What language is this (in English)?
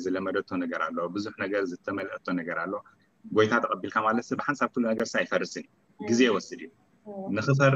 Tigrinya